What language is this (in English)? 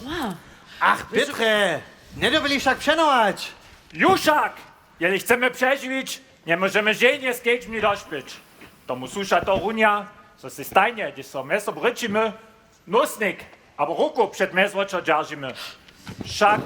Upper Sorbian